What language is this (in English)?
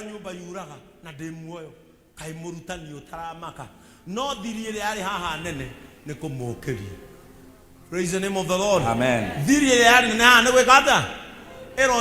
Kikuyu